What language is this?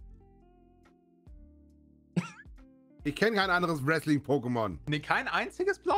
German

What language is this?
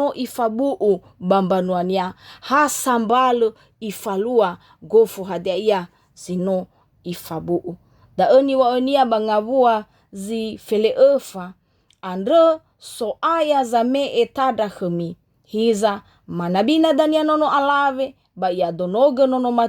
Nias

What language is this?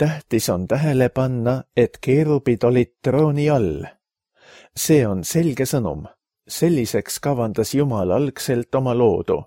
Estonian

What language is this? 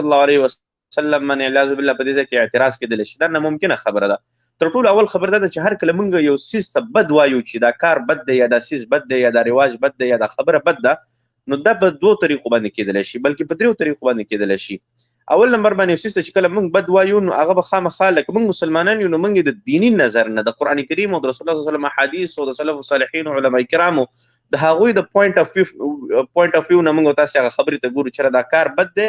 Pashto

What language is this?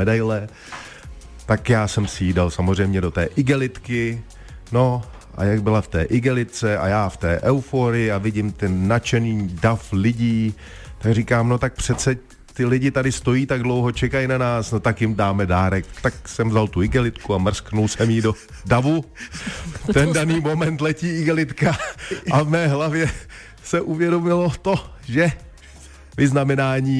Czech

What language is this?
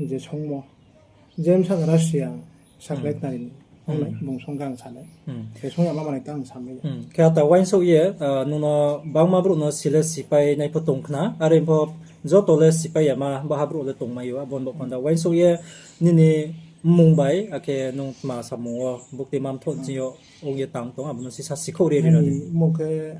Riang (India)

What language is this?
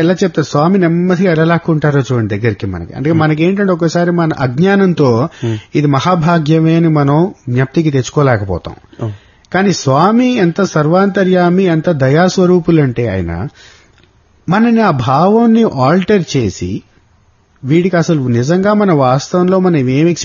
Telugu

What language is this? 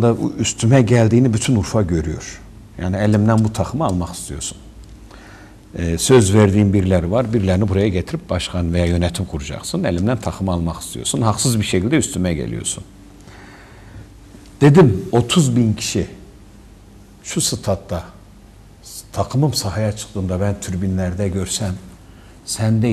Turkish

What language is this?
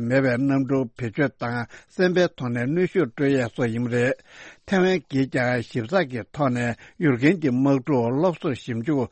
Tibetan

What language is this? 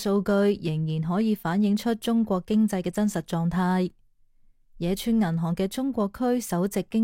Cantonese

